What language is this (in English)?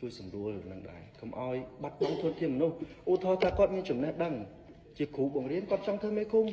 Khmer